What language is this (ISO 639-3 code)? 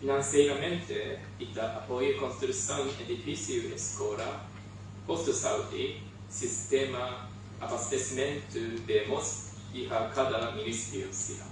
tet